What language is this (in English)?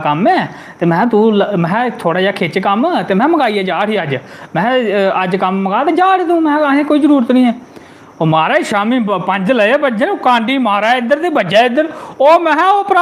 Dogri